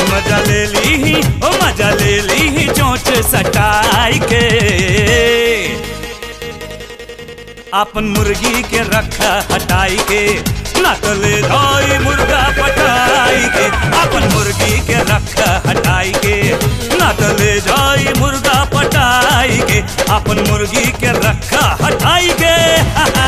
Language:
Bhojpuri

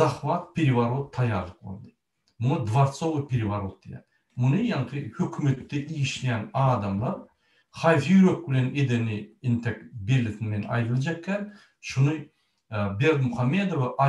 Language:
Turkmen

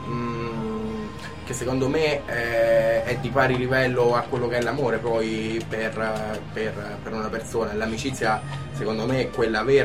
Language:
Italian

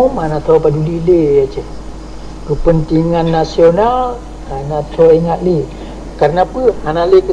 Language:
Achinese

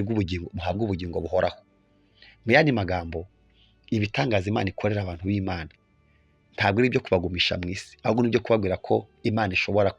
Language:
Kinyarwanda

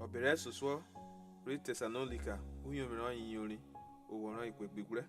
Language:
Urhobo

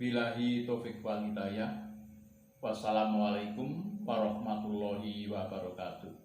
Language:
Javanese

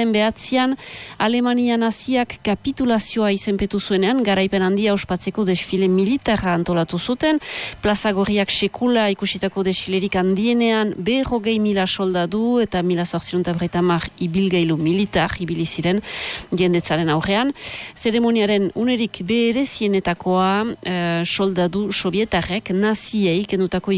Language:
Basque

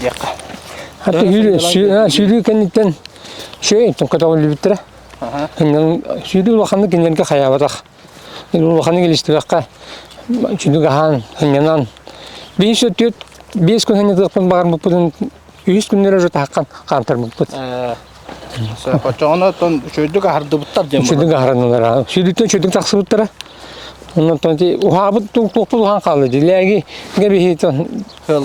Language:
Yakut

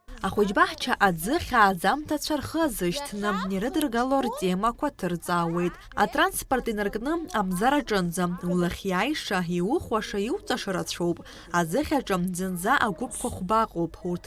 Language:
Abkhazian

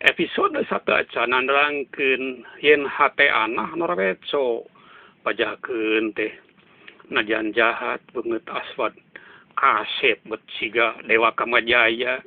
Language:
Sundanese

